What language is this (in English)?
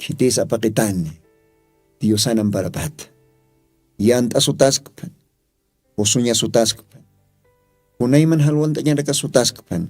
Aymara